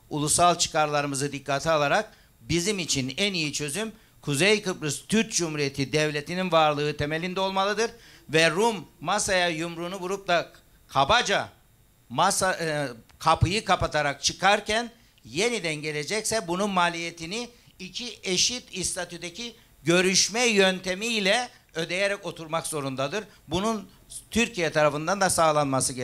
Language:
Turkish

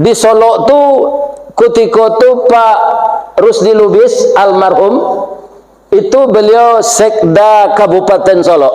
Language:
Minangkabau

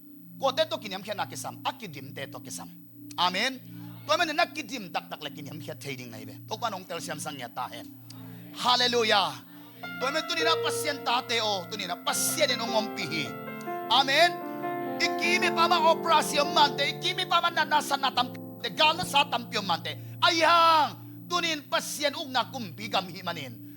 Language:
Tedim Chin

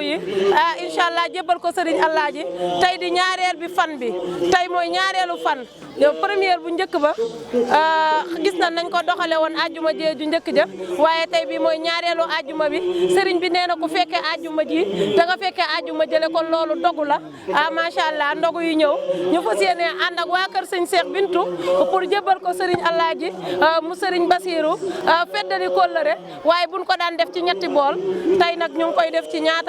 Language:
Wolof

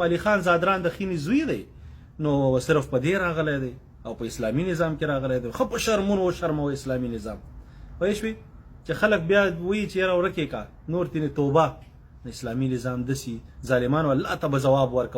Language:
Pashto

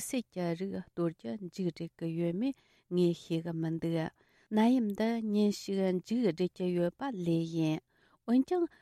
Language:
Tibetan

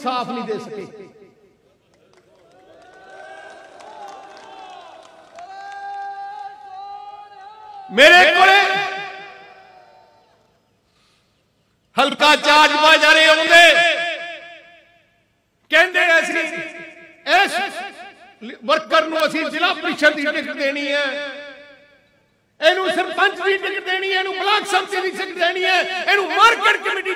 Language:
Punjabi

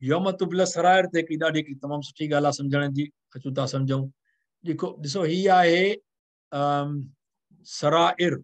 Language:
Sindhi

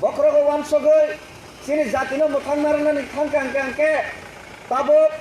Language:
Kok Borok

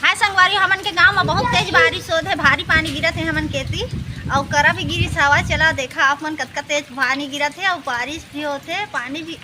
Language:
Chhattisgarhi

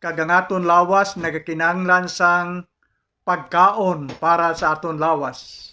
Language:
Hiligaynon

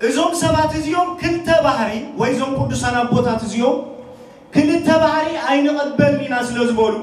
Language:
Tigrinya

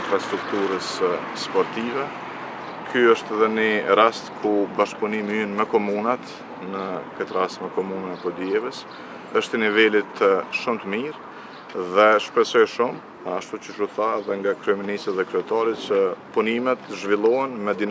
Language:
Albanian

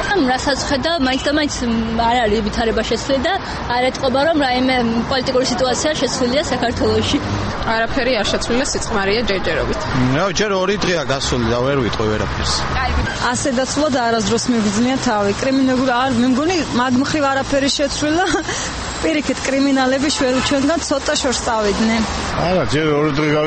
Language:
Georgian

